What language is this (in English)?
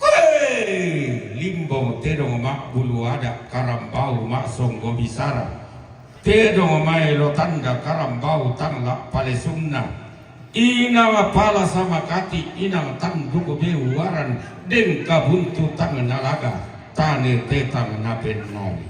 Toraja-Sa'dan